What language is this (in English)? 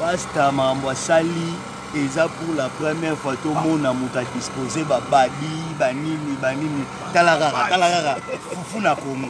Lingala